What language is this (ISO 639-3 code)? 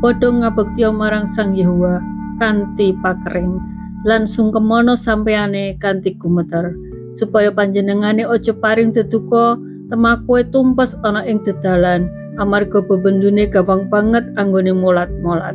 jav